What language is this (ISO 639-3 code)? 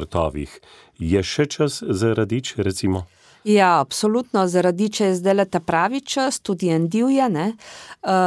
slv